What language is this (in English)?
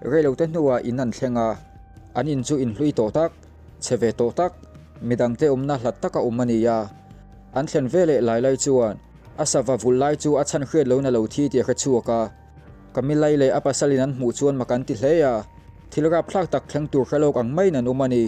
Mizo